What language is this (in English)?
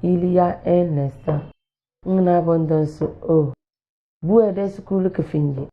Tem